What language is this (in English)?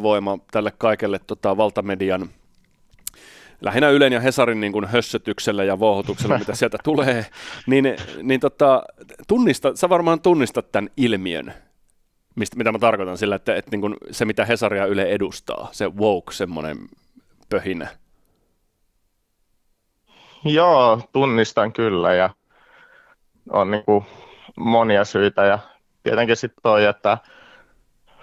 Finnish